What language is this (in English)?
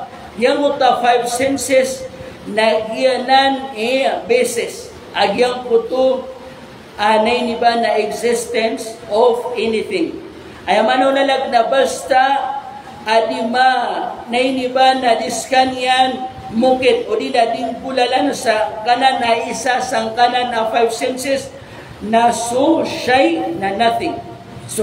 Maranao